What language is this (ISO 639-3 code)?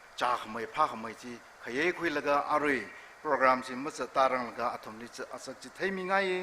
nmf